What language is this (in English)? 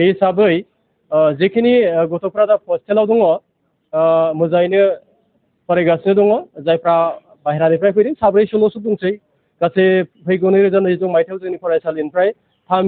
Bodo